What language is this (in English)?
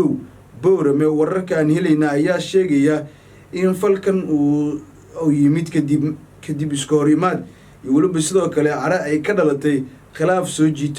Somali